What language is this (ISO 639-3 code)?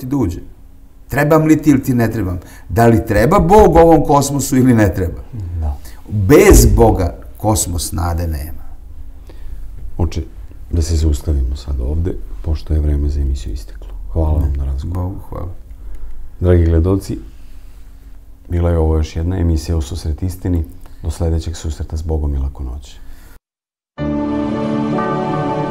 srp